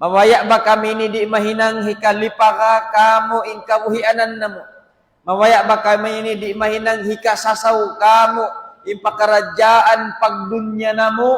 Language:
Tausug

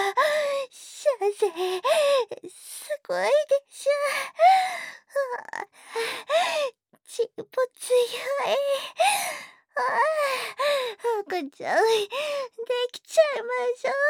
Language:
Japanese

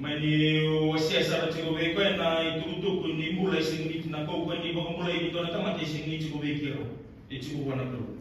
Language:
Fijian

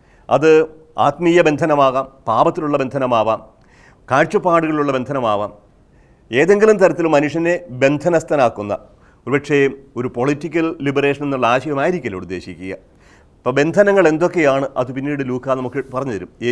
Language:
Malayalam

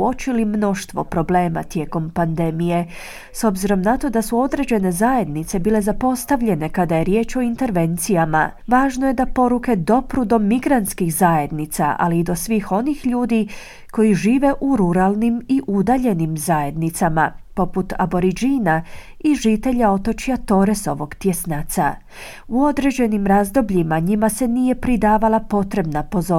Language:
Croatian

